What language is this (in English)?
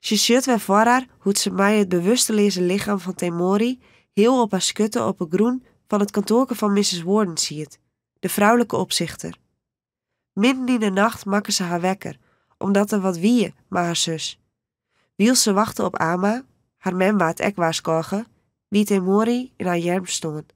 Western Frisian